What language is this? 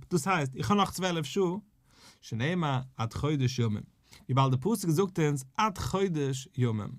Yiddish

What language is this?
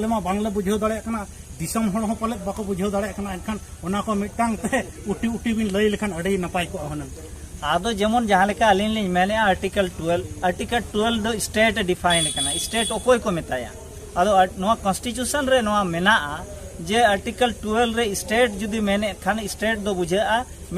Santali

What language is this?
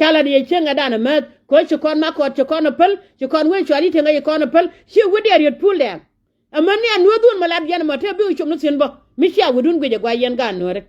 Nuer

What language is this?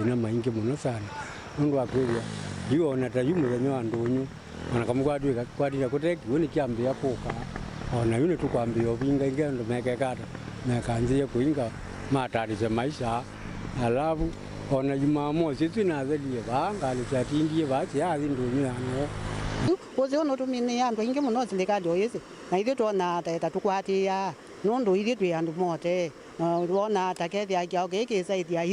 Kamba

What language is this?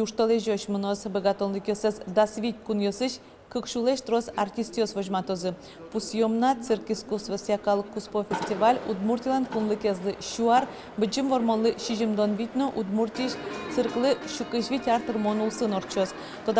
Udmurt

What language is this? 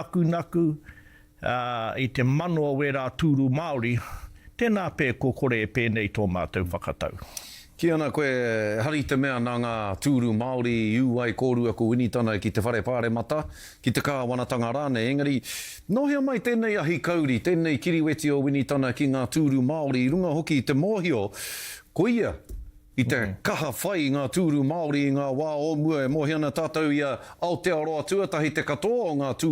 Māori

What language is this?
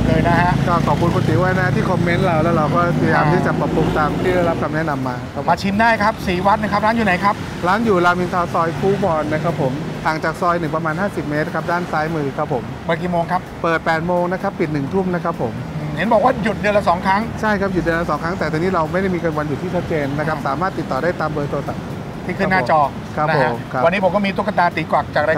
Thai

